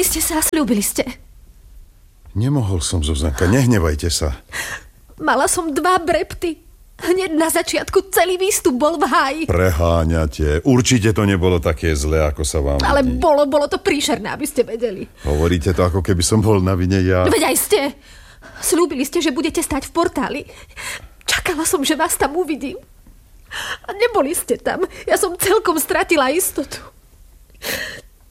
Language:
Slovak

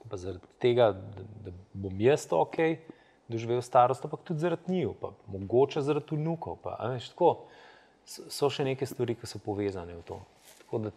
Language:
Slovenian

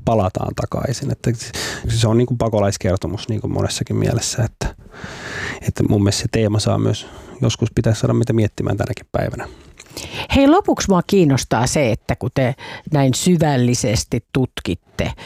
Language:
Finnish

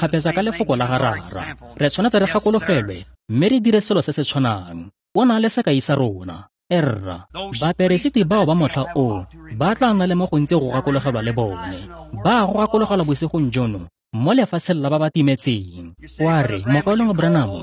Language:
Tswana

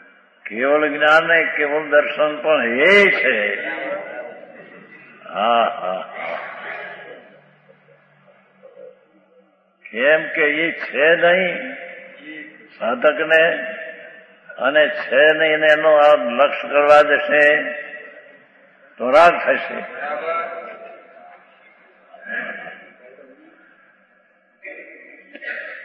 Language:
Gujarati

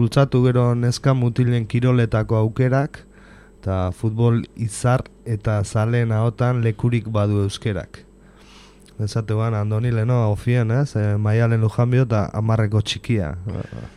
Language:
Basque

